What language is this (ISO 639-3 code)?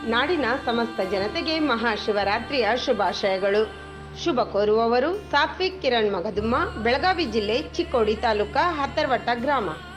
kan